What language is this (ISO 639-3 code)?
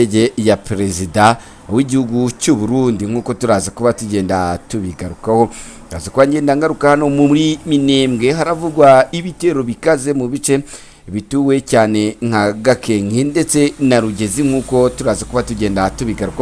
kin